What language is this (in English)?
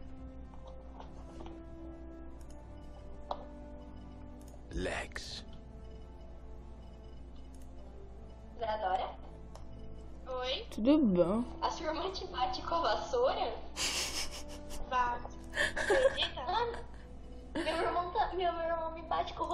Portuguese